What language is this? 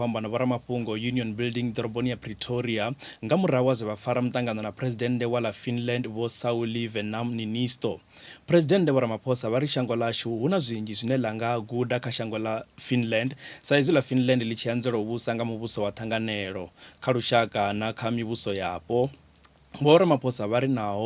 Venda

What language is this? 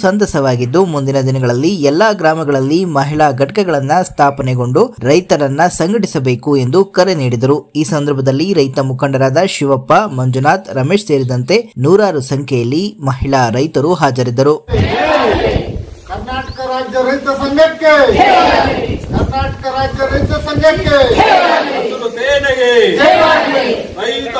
Kannada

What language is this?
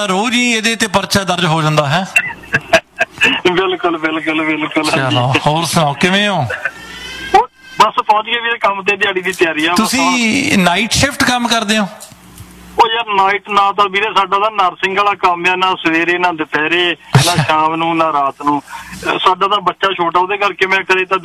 Punjabi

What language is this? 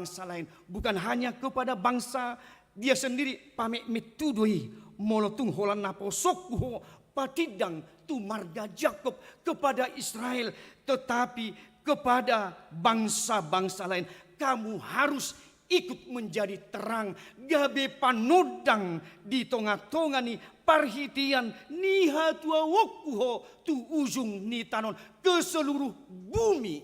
Batak Toba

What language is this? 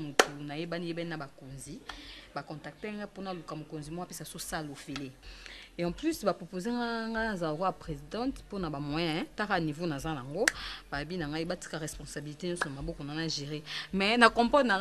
Lingala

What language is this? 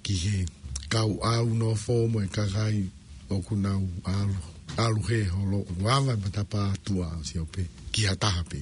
Tongan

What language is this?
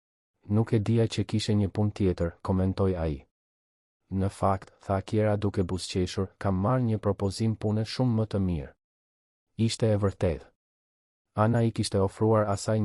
Albanian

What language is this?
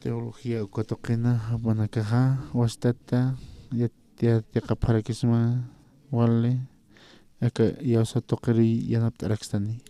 Aymara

